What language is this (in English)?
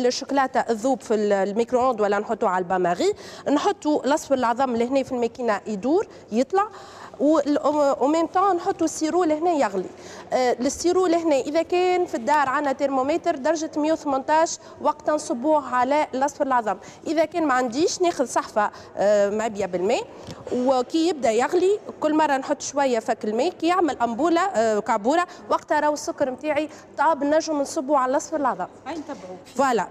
Tunisian Arabic